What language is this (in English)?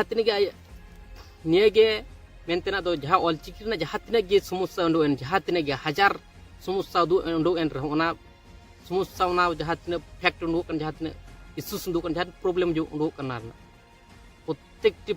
Santali